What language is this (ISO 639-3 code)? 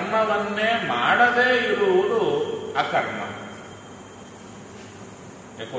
kan